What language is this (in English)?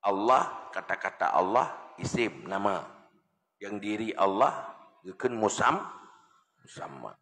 Achinese